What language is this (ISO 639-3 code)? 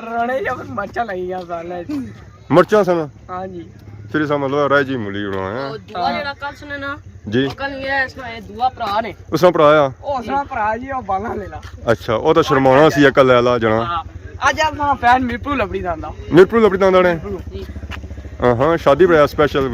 phr